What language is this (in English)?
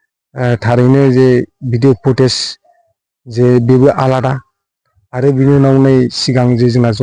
Bodo